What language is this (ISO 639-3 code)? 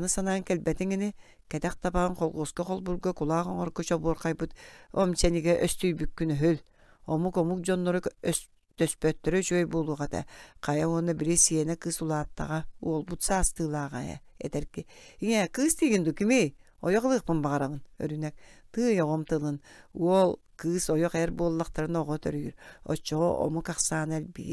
sah